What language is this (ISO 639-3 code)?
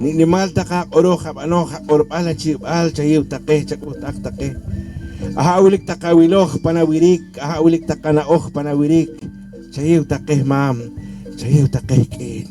poh